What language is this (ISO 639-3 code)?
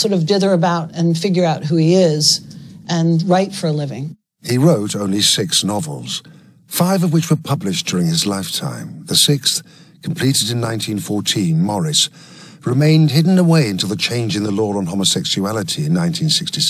eng